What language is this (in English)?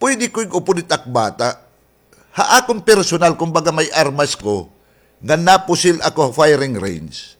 Waray